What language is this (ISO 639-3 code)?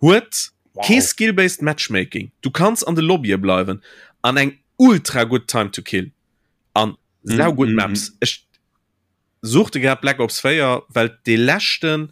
ltz